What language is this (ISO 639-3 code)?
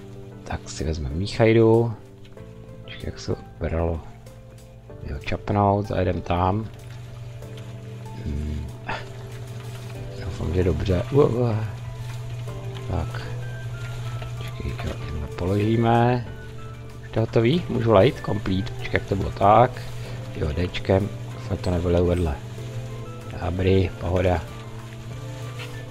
ces